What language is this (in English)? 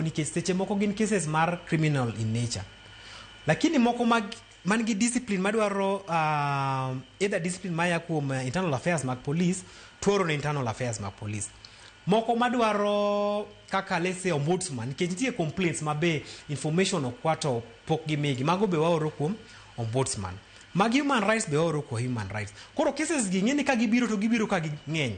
Luo (Kenya and Tanzania)